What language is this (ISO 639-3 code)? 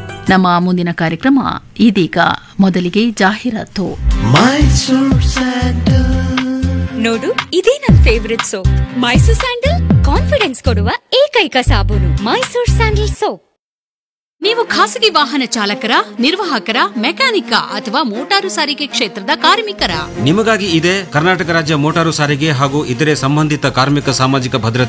kan